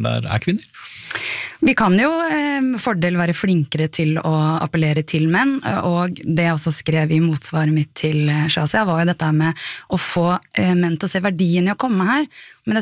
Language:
Norwegian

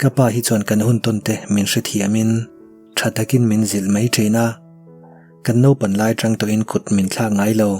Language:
Mizo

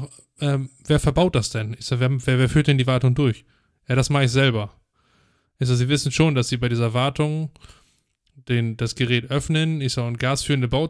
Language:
German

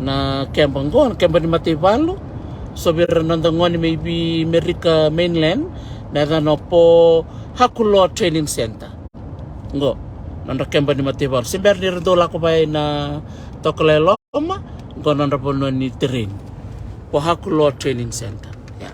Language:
Fijian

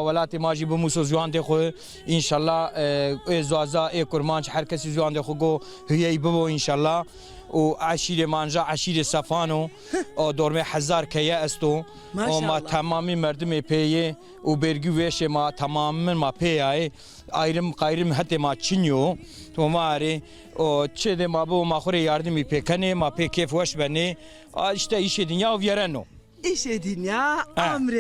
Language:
Zaza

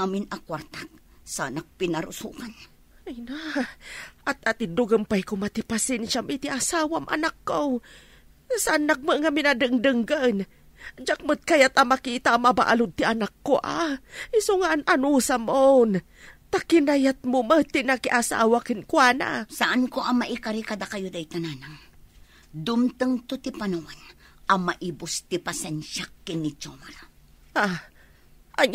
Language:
Iloko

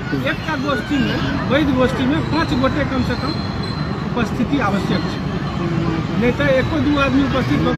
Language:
Maithili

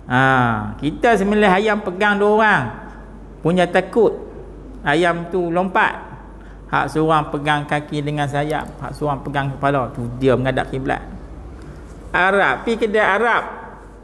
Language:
Malay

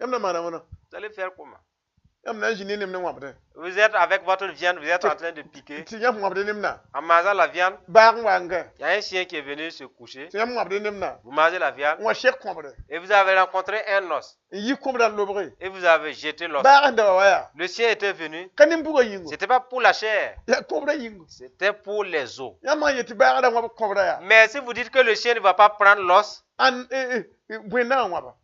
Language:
Mossi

